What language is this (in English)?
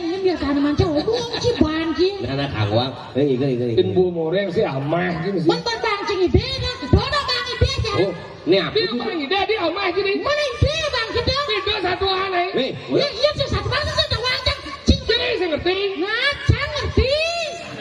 Balinese